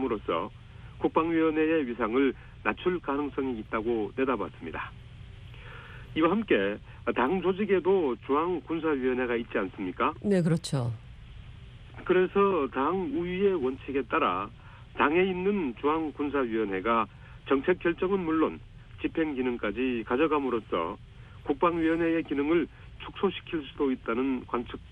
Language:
Korean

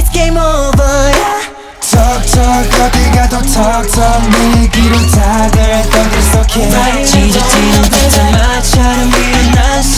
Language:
Korean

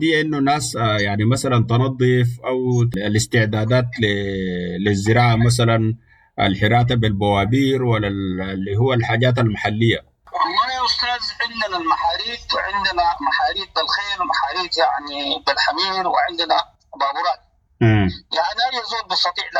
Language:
Sudanese Arabic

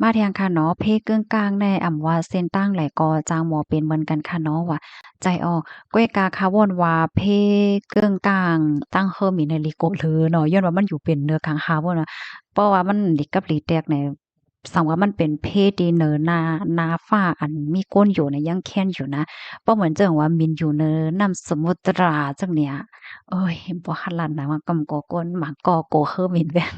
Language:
Shan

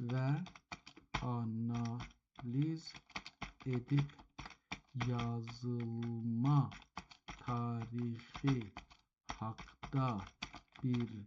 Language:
South Azerbaijani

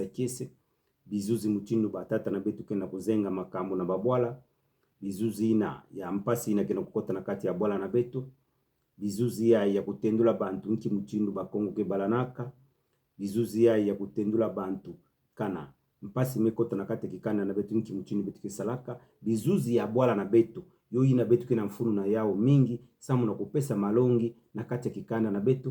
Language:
Kituba (Democratic Republic of Congo)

